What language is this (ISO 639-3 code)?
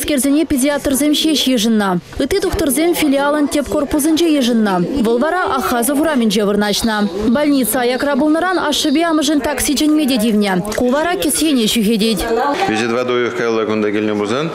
chv